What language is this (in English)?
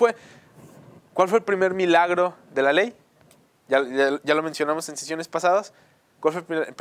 Spanish